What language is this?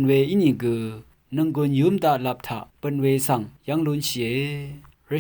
Rawang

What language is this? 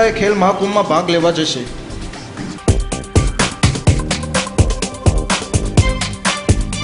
Gujarati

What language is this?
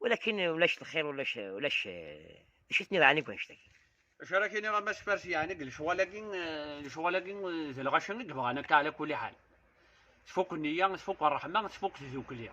Kabyle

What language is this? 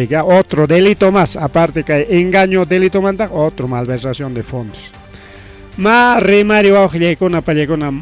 Ayacucho Quechua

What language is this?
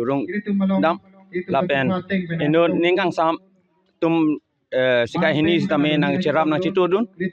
Karbi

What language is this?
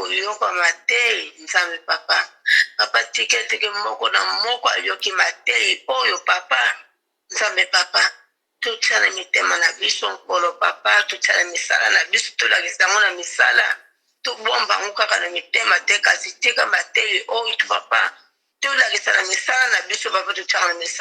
Lingala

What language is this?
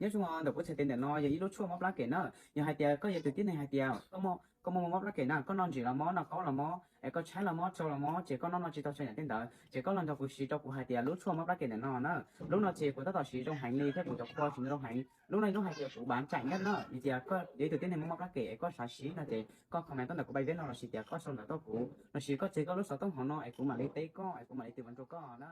Hmong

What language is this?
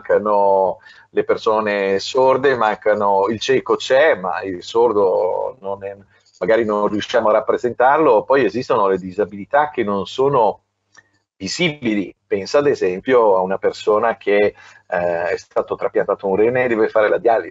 Italian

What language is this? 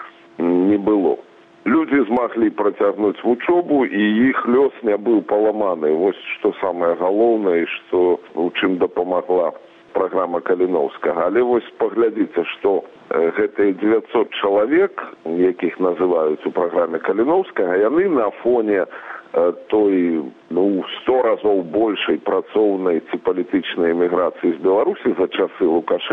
Belarusian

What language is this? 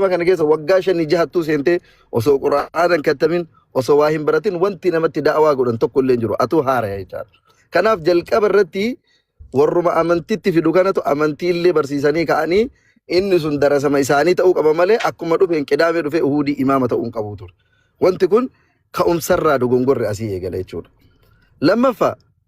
Oromo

